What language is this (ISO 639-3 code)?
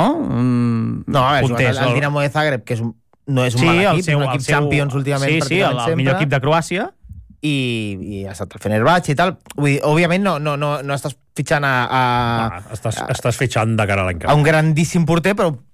cat